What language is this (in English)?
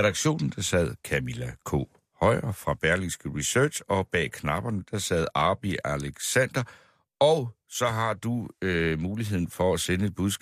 Danish